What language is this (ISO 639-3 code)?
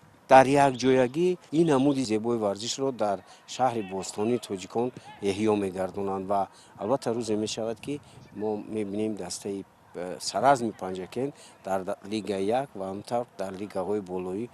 tgk